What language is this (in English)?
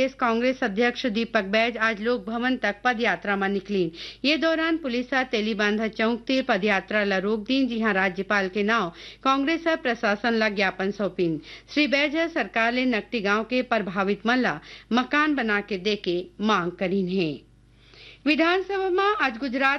Chhattisgarhi